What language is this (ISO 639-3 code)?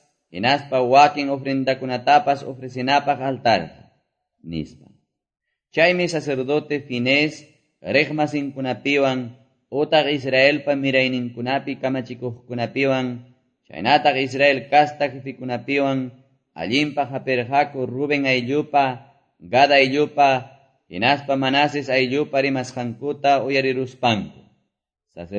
que